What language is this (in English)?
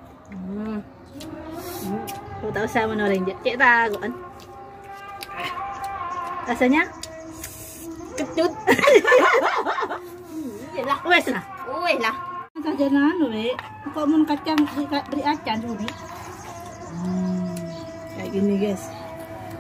Malay